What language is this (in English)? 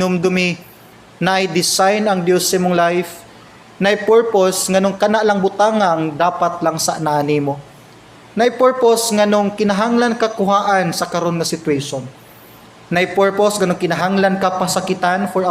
Cebuano